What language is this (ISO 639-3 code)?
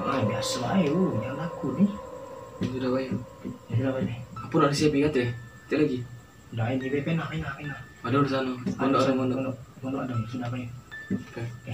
mui